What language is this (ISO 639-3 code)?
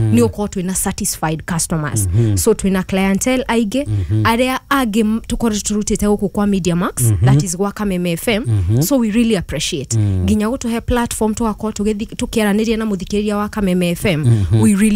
kik